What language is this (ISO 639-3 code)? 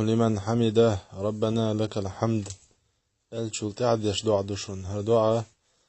che